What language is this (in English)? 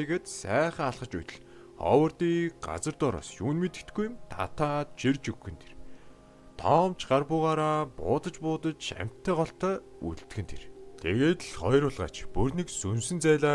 Mongolian